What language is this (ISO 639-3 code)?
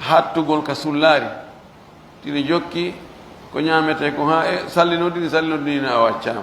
fuf